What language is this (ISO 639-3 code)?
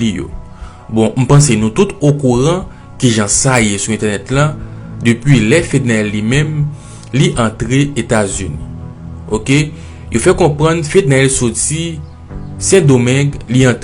hat